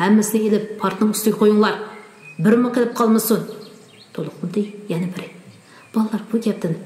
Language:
Uyghur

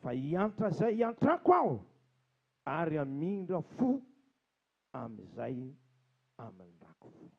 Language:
Malagasy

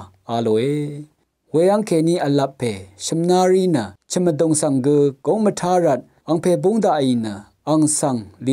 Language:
Rawang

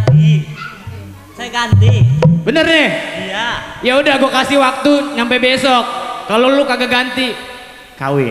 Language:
Betawi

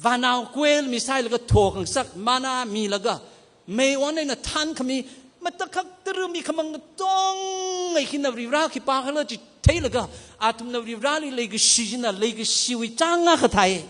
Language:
Tangkhul Naga (India)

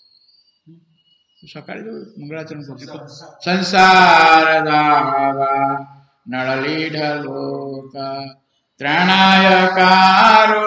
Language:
Odia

